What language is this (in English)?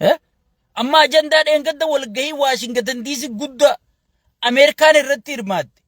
Oromo